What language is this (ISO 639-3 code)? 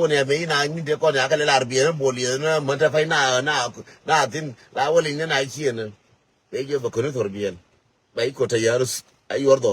nus